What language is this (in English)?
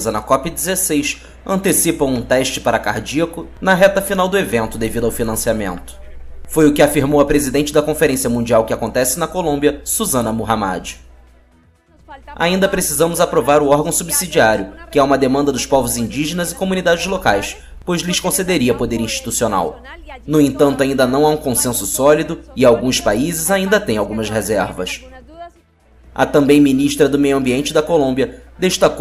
Portuguese